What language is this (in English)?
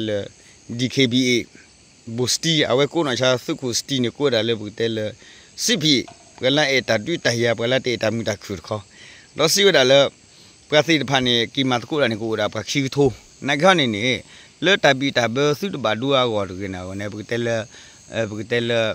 S'gaw Karen